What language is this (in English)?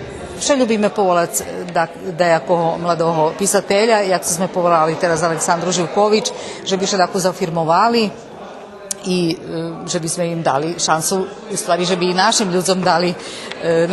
Rusyn